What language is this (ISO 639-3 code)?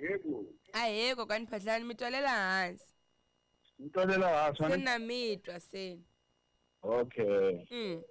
tso